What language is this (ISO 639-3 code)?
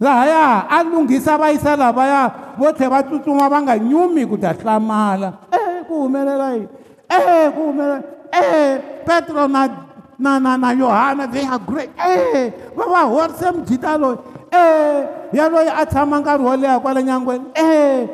tso